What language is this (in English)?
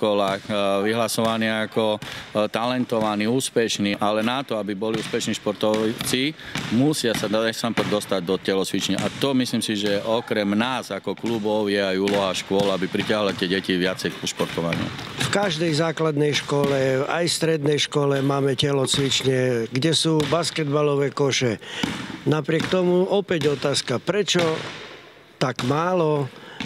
Slovak